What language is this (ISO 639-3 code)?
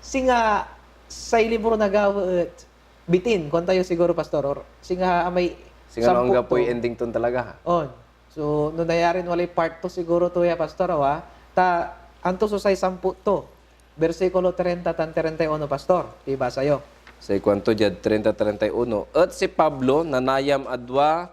pag